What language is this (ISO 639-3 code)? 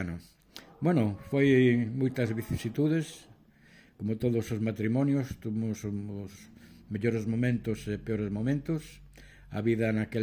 glg